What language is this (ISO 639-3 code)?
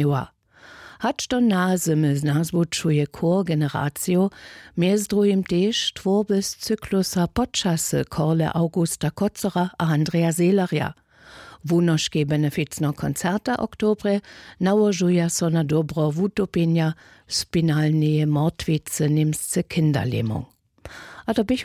hsb